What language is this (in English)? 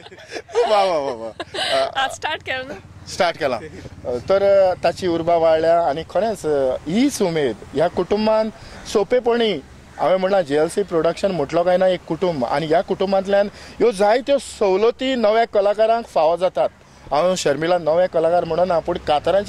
Konkani